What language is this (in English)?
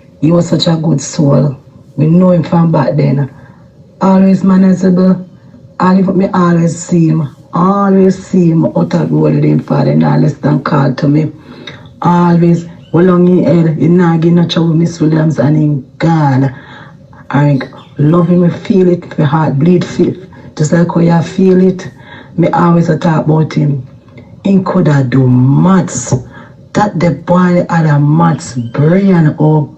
Jamaican Creole English